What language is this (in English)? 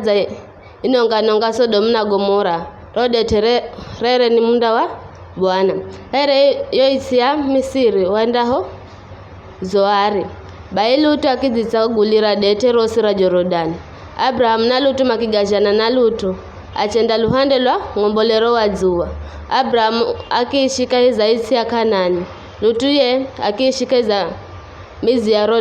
Giryama